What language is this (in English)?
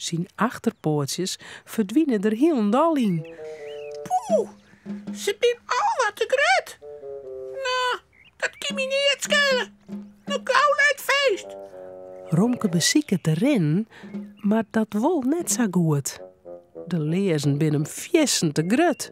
Western Frisian